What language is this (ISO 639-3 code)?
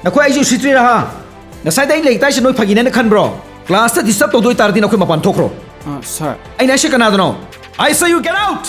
mni